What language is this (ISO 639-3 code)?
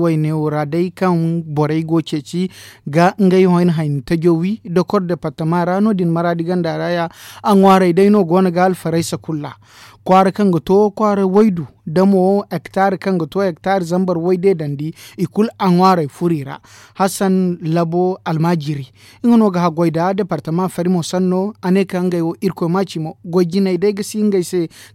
dje